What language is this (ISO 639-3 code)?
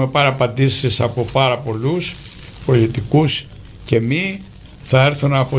ell